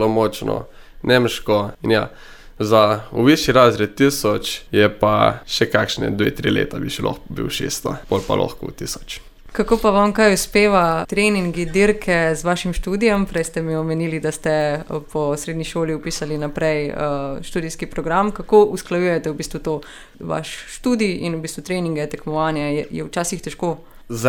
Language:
Slovenian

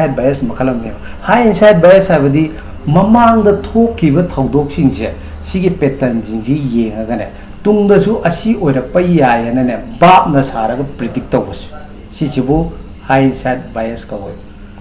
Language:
Manipuri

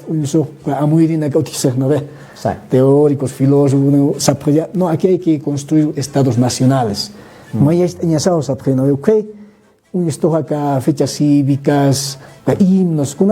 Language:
Aymara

